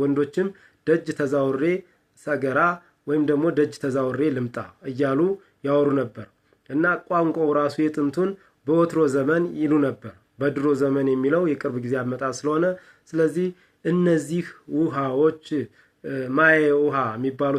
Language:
Amharic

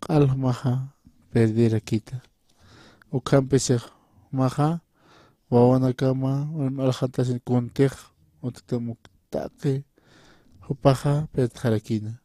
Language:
Aymara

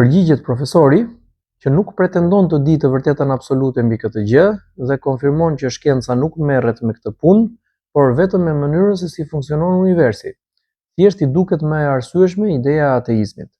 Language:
Albanian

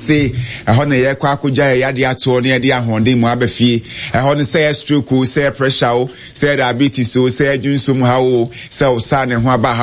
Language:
Akan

